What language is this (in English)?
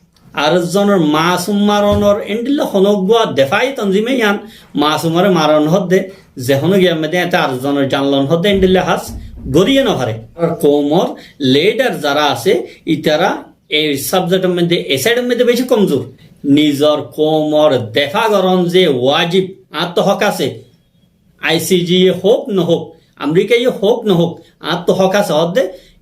Rohingya